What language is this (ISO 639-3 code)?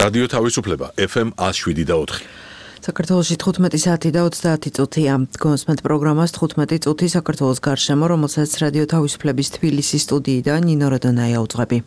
kat